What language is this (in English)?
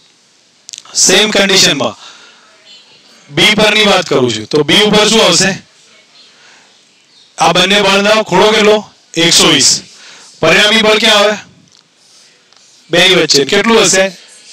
Gujarati